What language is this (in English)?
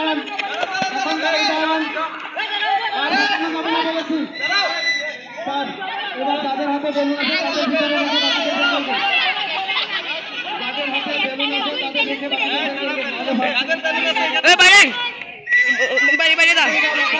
Bangla